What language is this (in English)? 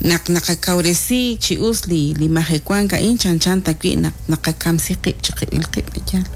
Kekchí